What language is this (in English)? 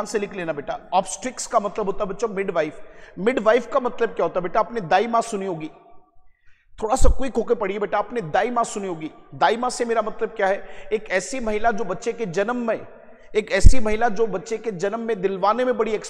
Hindi